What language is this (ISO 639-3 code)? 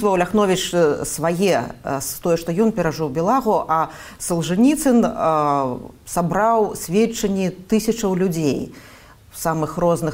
bel